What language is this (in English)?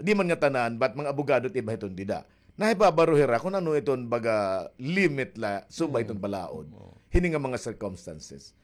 Waray